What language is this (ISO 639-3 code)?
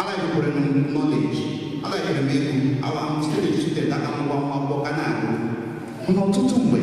ibo